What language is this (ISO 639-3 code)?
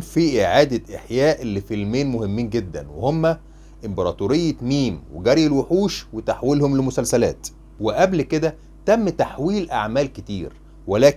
arz